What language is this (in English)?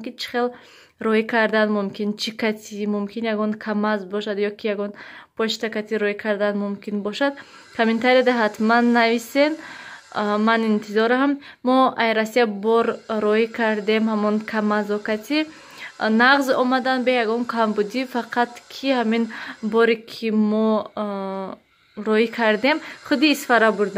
Tajik